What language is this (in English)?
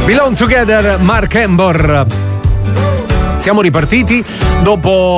Italian